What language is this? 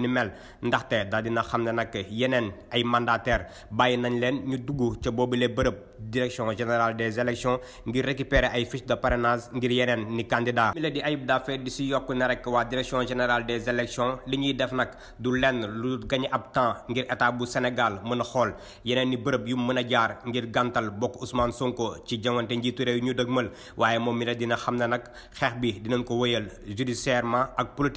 Wolof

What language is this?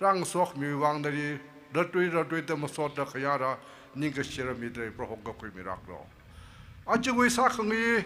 Tangkhul Naga (India)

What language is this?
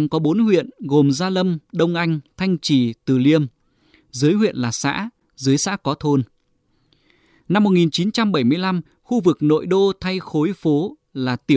Vietnamese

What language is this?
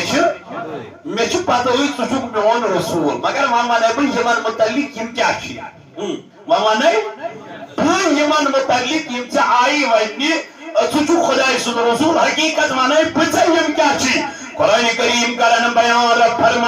Kashmiri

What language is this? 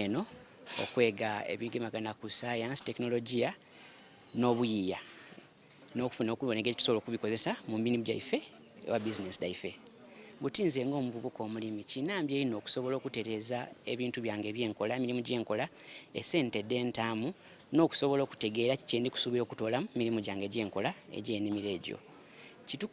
Soga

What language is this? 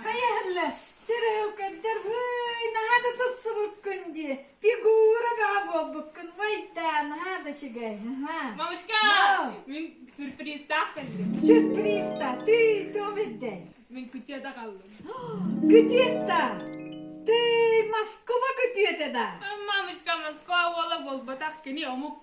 Yakut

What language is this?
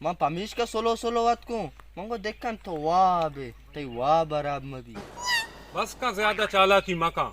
Baluchi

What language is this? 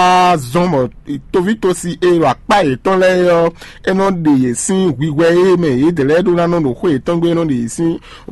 Fon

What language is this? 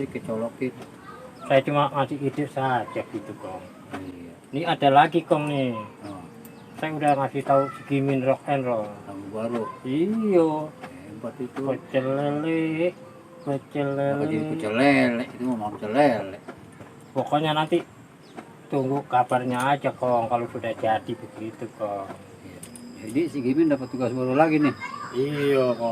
Betawi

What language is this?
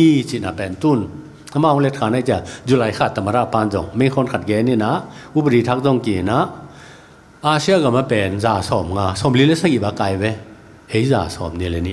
Tedim Chin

